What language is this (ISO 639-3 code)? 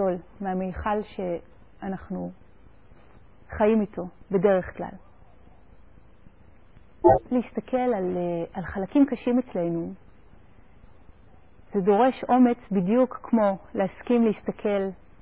heb